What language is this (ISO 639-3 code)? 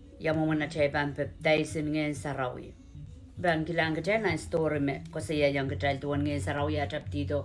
pon